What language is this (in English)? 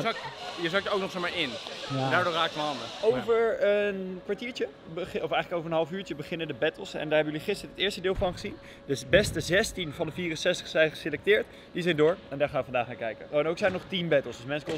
Dutch